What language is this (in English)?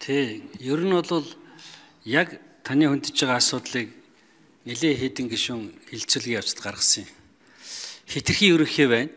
Mongolian